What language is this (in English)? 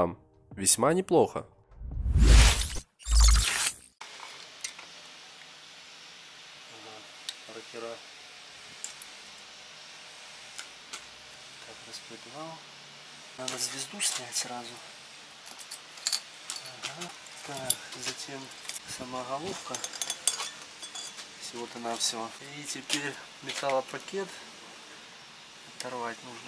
Russian